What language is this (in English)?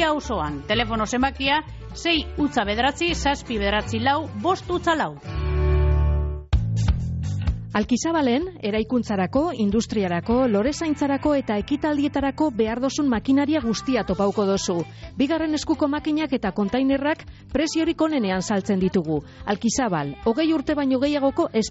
Basque